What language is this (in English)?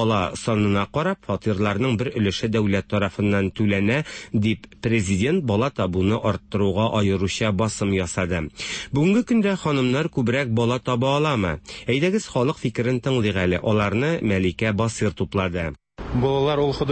Tatar